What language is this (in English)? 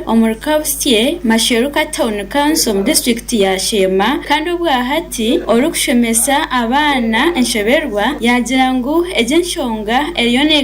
Nyankole